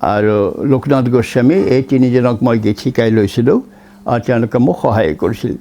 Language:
Assamese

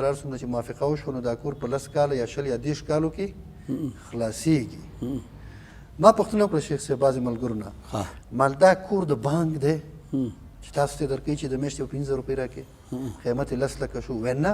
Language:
Pashto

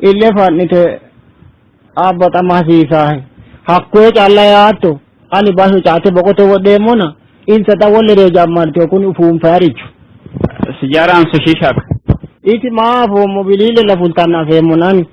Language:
Sidamo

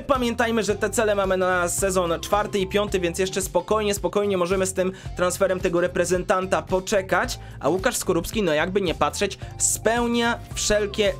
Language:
Polish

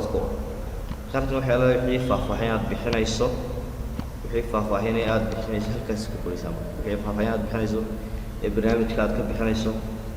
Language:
Somali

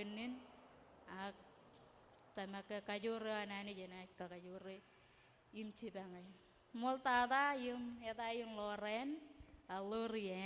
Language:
Marshallese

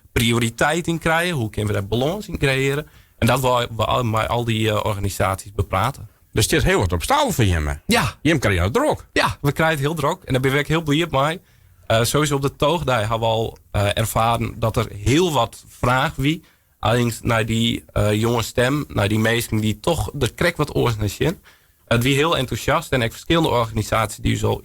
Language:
Western Frisian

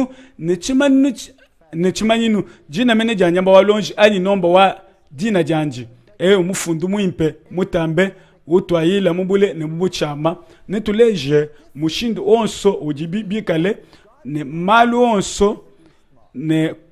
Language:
Luba-Lulua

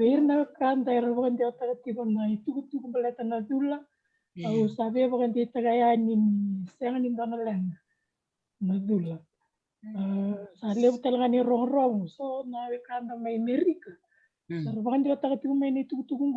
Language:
Fijian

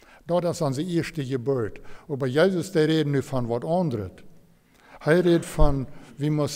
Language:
Plautdietsch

